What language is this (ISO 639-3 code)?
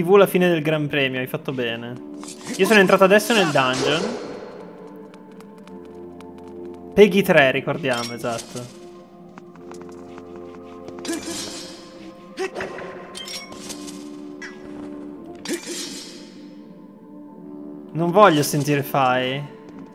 ita